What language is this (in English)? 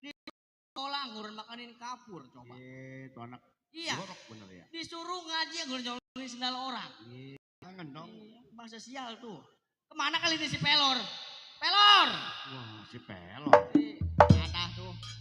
Betawi